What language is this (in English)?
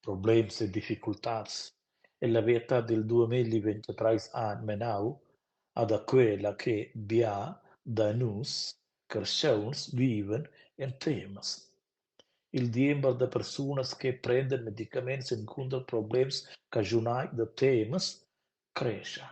Romansh